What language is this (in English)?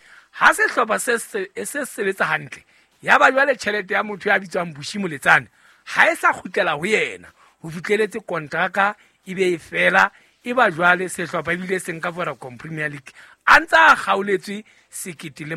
Southern Sotho